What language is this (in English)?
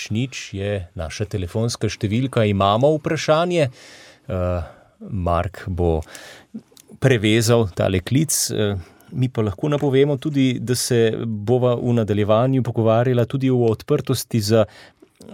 Slovenian